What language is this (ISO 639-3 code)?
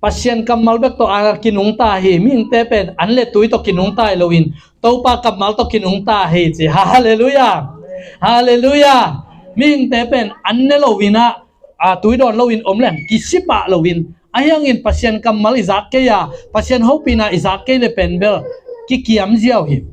ctd